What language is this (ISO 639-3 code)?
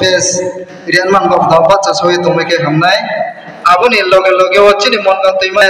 ria